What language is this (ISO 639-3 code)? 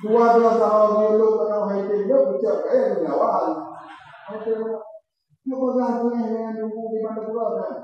ace